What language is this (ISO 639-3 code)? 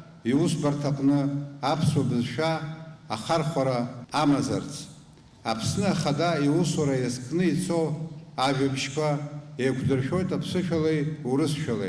abk